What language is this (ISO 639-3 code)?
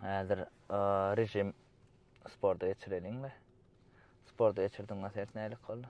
tuk